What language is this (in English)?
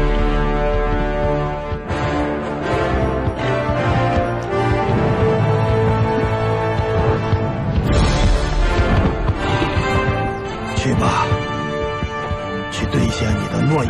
Chinese